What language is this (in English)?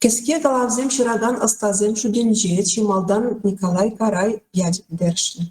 Chuvash